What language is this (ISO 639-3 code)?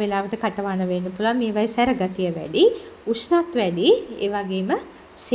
sin